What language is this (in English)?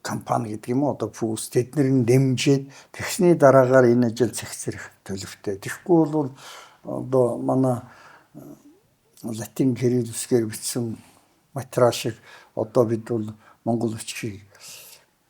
Mongolian